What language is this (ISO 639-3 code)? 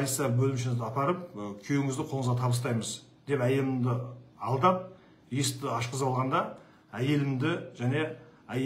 kaz